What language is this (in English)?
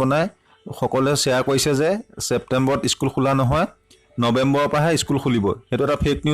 Assamese